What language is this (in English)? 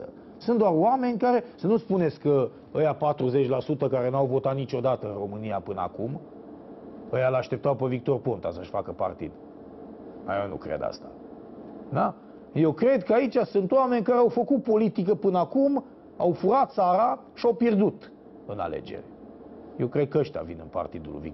Romanian